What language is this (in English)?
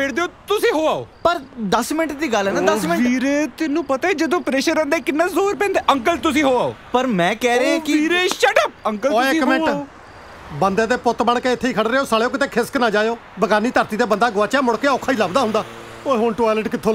Punjabi